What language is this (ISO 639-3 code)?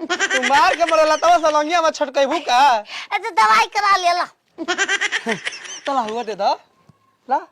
bho